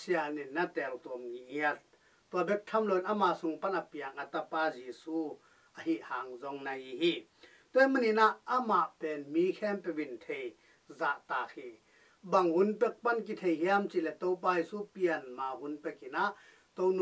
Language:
Tedim Chin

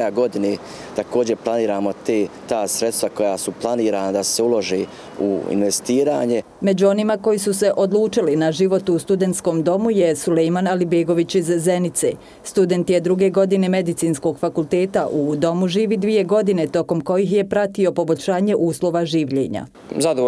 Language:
Bosnian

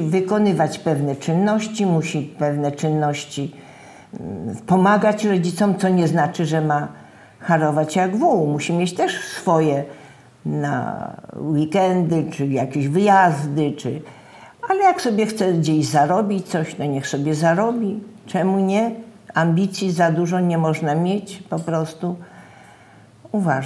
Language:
Polish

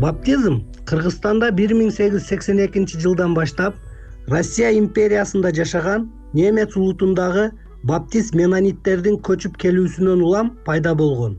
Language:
Kyrgyz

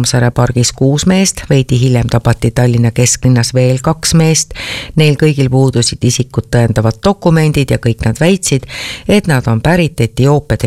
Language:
Estonian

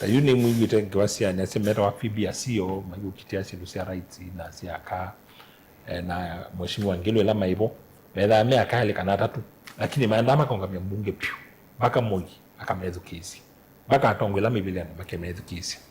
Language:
Kamba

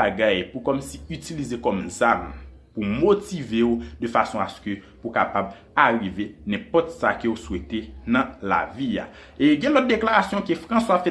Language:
Haitian Creole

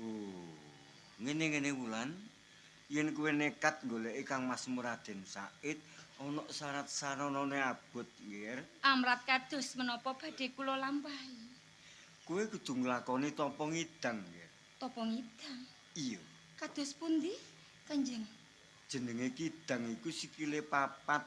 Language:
Javanese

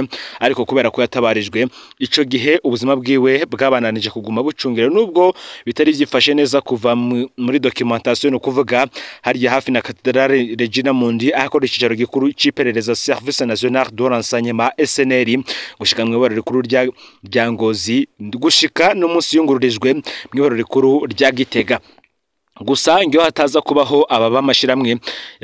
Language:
Rundi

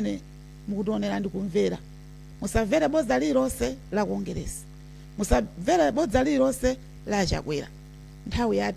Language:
Nyanja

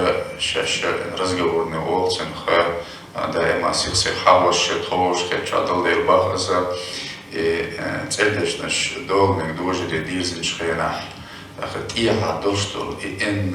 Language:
Chechen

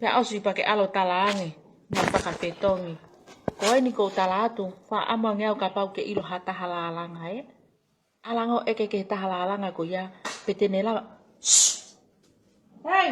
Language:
Tongan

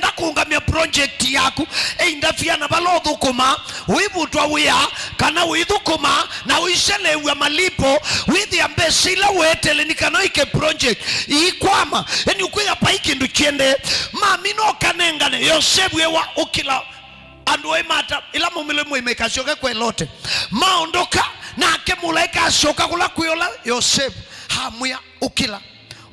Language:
Kamba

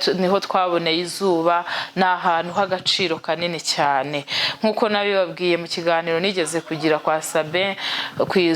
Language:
Kinyarwanda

